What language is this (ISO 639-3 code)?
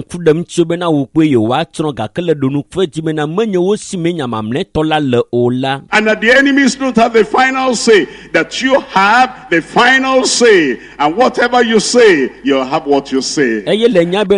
ewe